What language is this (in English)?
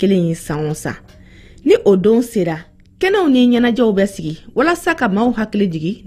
Bambara